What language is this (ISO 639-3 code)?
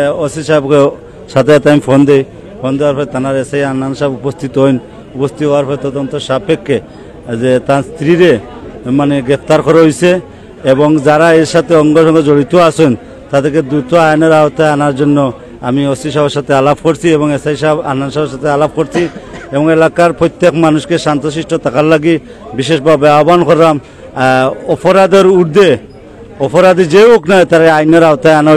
syl